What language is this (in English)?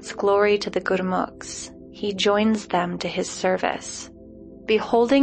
English